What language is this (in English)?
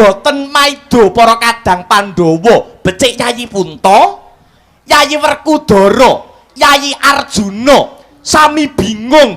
Javanese